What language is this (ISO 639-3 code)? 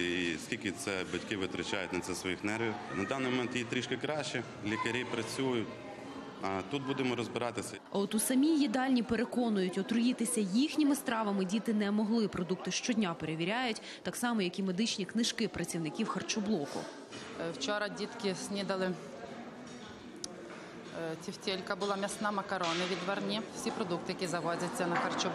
ukr